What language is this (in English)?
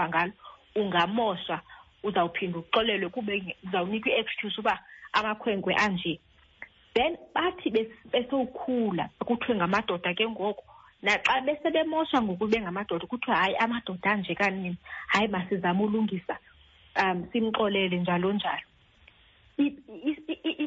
Xhosa